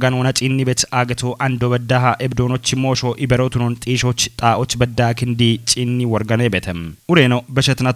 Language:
Kafa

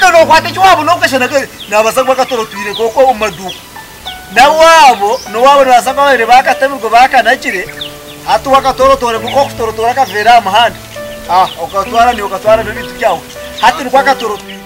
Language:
Nyankole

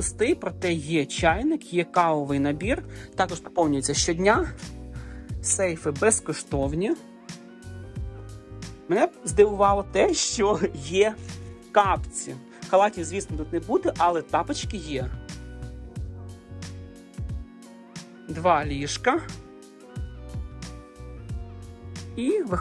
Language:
Ukrainian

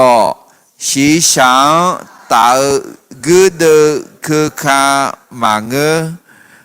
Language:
Akha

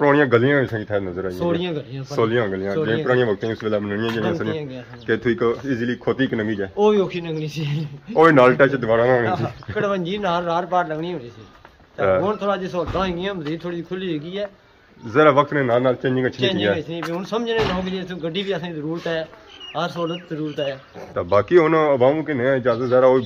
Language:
Pahari-Potwari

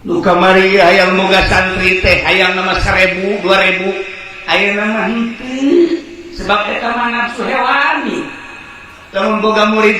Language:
Sundanese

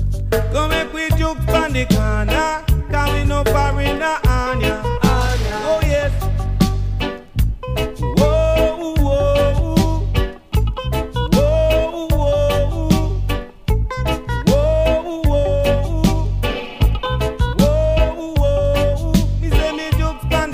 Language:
English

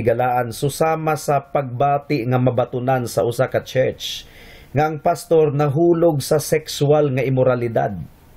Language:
Cebuano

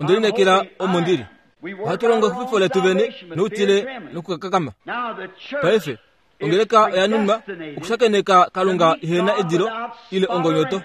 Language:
Kuanyama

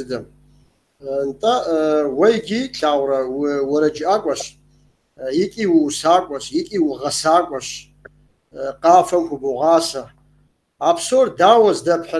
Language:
Kabardian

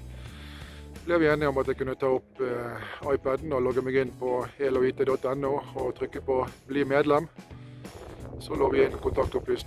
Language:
Norwegian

